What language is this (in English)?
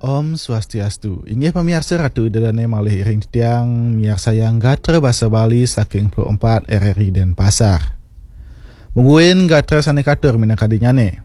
Balinese